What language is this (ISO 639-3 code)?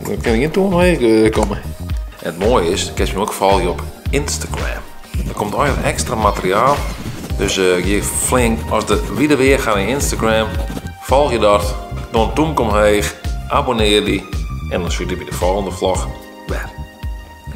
fry